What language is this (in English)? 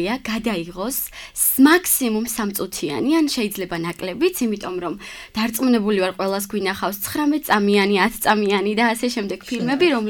Georgian